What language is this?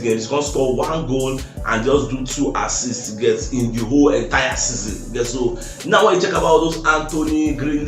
Nigerian Pidgin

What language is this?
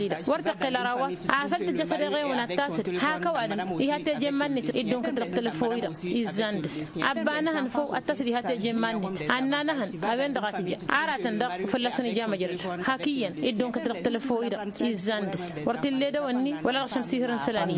Tamasheq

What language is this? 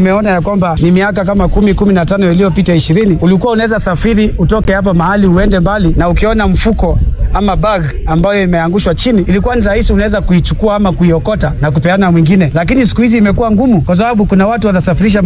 Swahili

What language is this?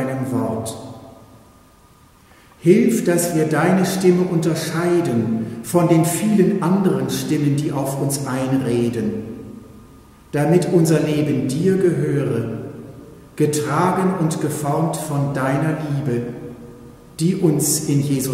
German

